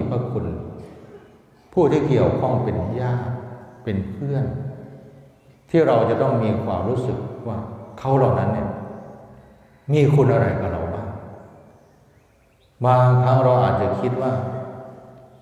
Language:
Thai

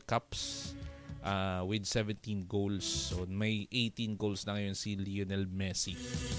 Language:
Filipino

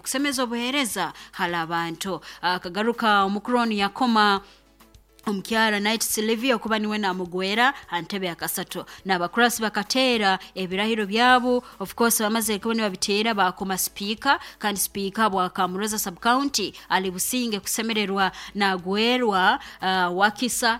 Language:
Nyoro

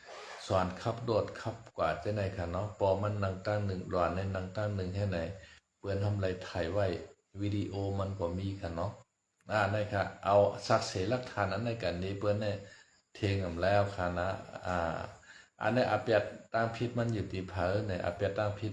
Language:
Shan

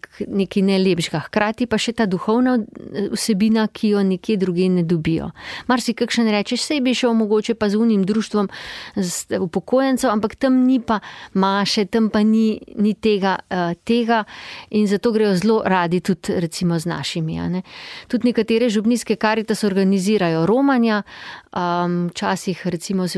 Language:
Slovenian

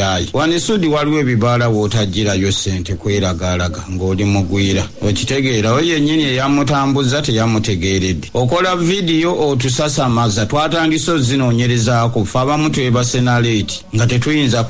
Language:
Ganda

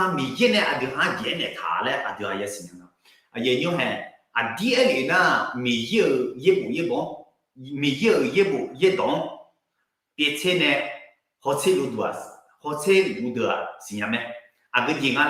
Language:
Akha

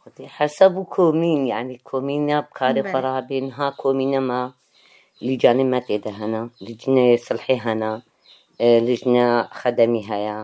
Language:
Kurdish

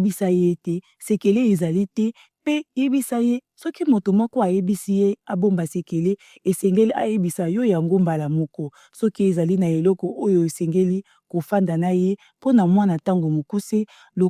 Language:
Lingala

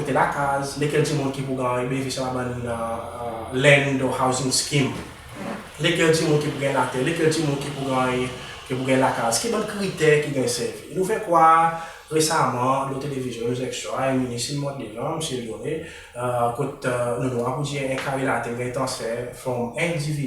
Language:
Seselwa Creole French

